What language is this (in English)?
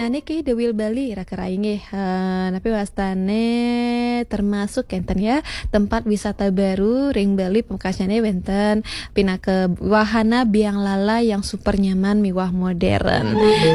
Balinese